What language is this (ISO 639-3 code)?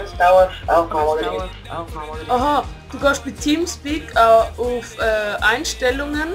gsw